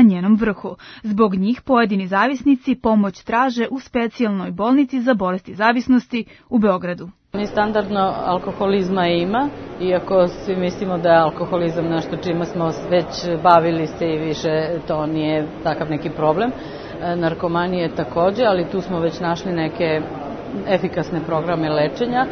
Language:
Serbian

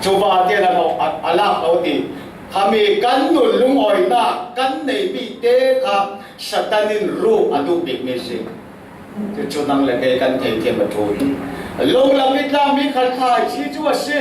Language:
Falam Chin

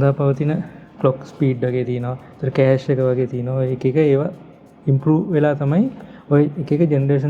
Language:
Sinhala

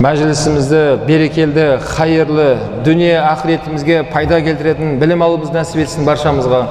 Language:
Kazakh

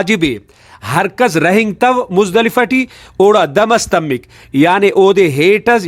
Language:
Brahui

